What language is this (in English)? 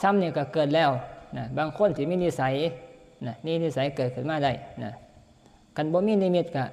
Northeastern Thai